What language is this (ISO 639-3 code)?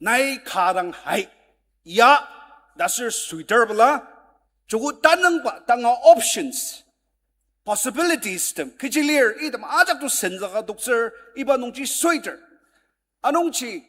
njo